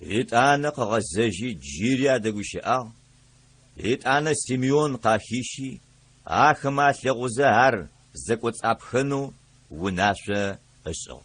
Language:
Adyghe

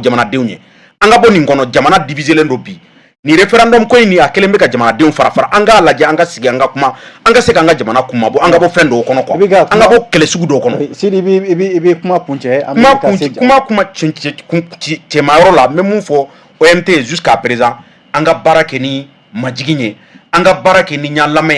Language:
Bambara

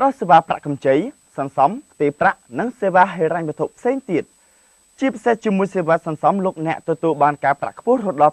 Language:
Khmer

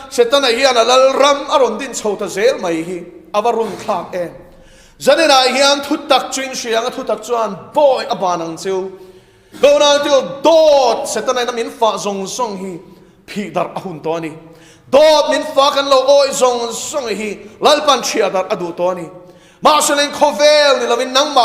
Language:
Mizo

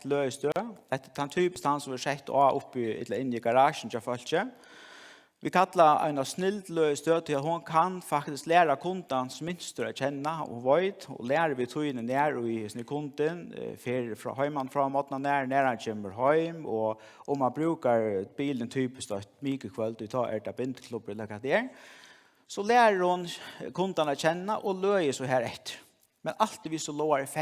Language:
Faroese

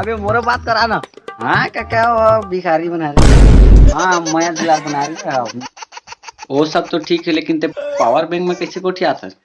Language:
Chhattisgarhi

